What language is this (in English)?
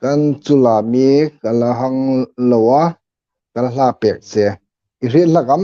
Hmar